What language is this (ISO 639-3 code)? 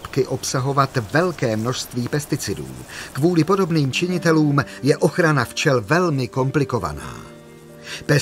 ces